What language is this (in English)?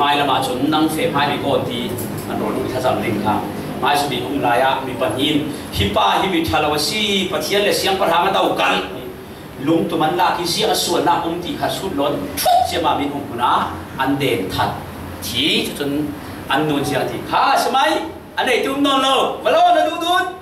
Falam Chin